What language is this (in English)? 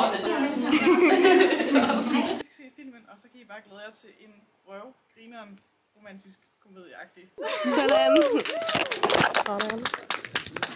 Danish